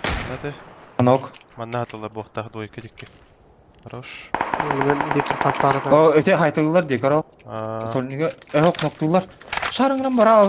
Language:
Yakut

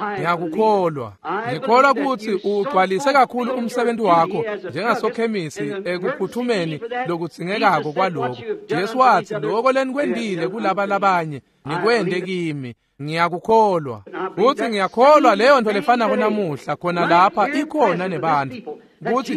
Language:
Swati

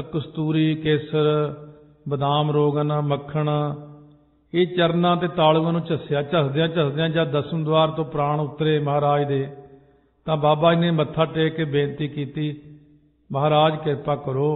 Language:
Punjabi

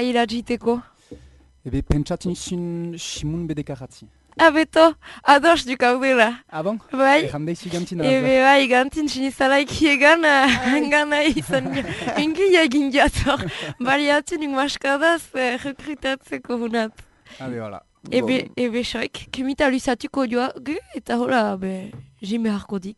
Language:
Basque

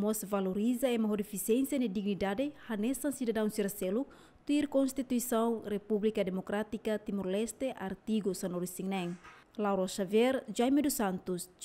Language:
Tetum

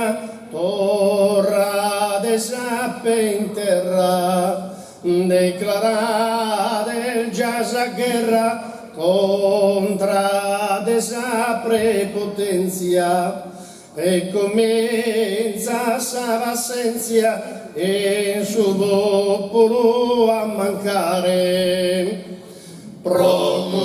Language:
Sardinian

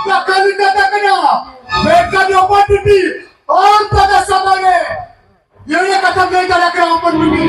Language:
Santali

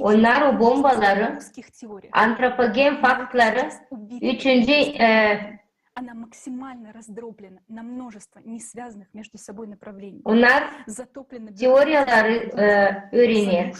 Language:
Gagauz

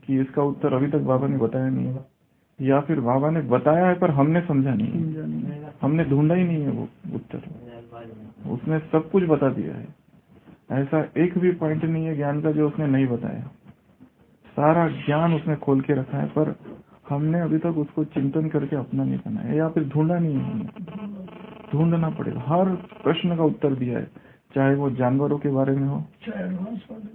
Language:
Hindi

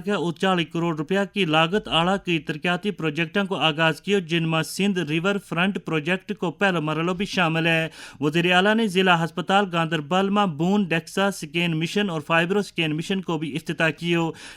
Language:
Gujari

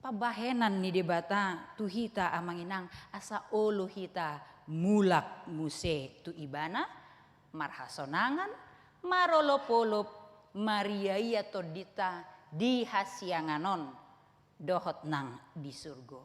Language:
Batak Toba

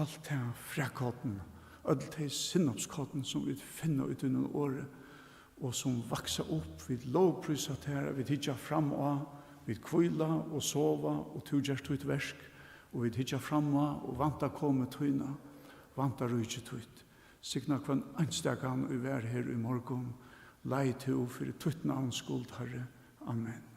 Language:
Faroese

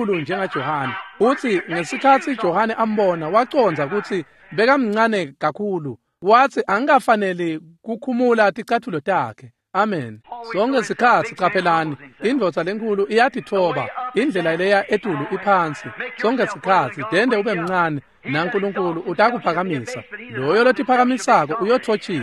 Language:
Swati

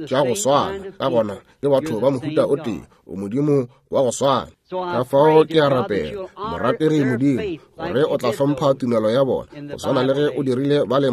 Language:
Northern Sotho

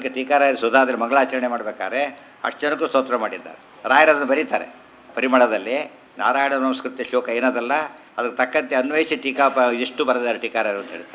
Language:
Kannada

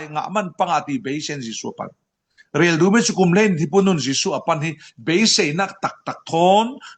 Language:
Falam Chin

